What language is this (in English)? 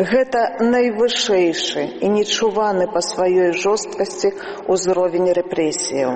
Belarusian